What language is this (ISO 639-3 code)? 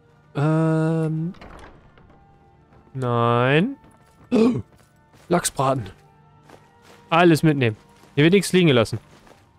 deu